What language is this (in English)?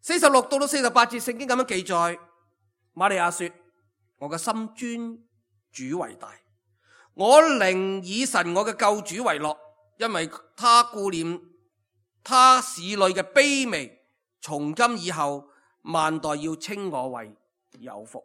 Cantonese